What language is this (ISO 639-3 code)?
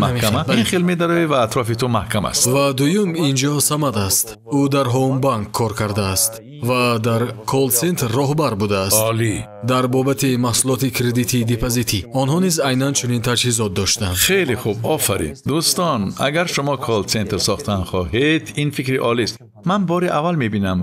tgk